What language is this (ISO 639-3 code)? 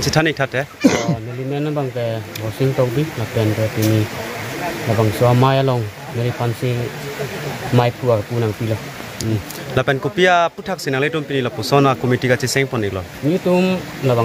mjw